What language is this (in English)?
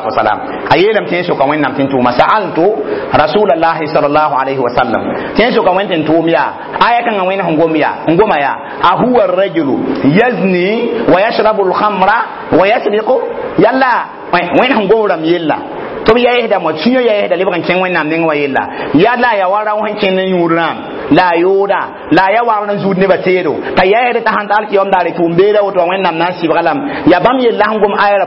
Mossi